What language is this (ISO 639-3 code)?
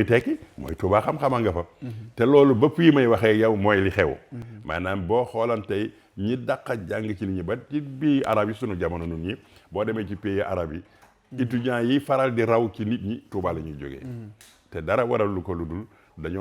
wol